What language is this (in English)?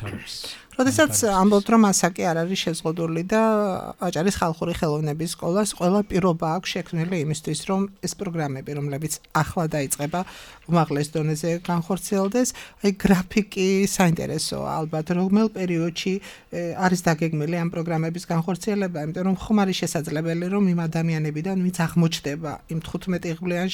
Georgian